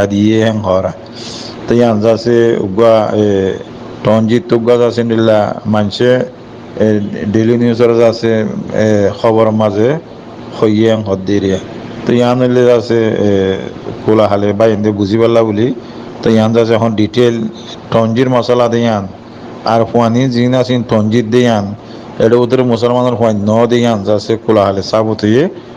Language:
Rohingya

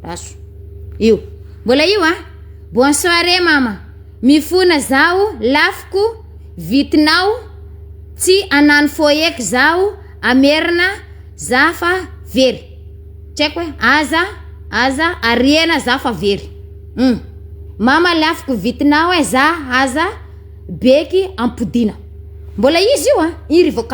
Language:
Malagasy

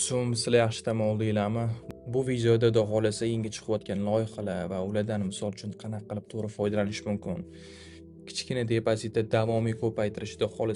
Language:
Uzbek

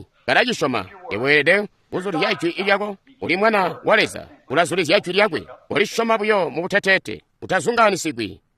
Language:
Tonga (Zambia)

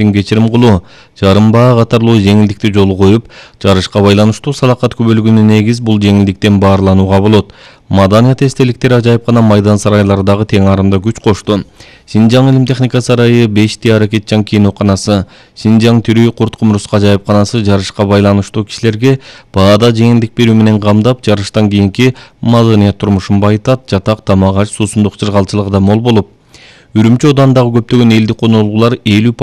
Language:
Kyrgyz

